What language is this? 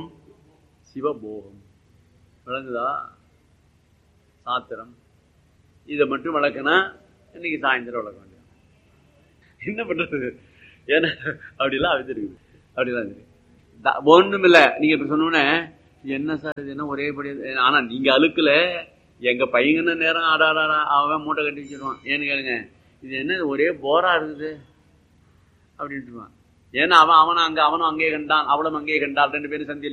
Tamil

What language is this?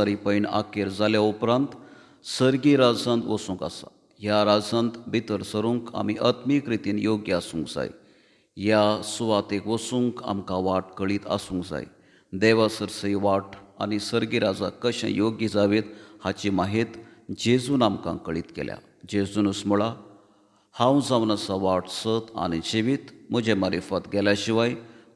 Konkani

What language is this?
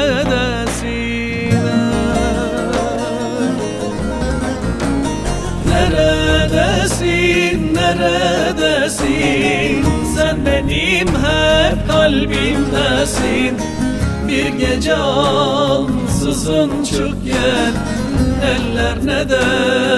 Turkish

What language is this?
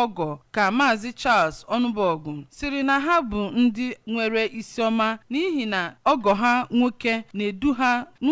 Igbo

